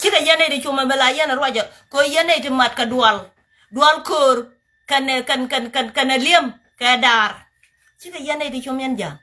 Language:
Nuer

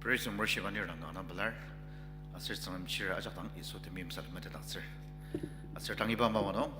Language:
Ao Naga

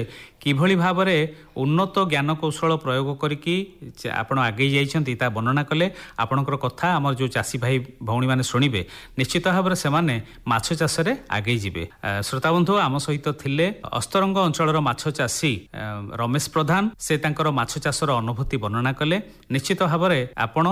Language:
Odia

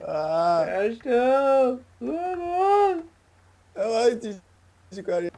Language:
Faroese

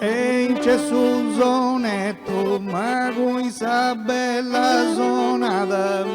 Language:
Sardinian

